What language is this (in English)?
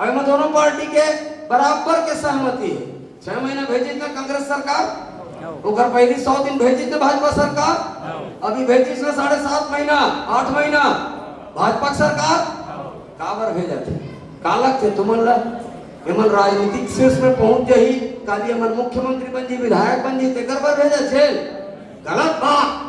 Chhattisgarhi